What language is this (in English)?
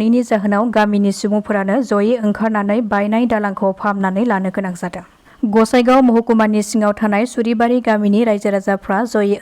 Bodo